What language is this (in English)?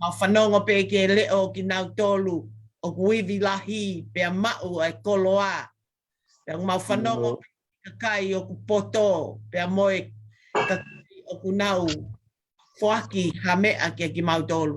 Tongan